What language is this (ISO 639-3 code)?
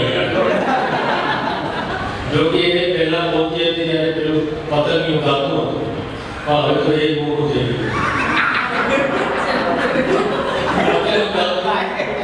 guj